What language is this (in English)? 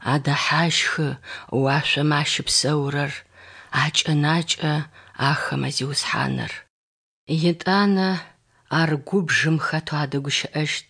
Adyghe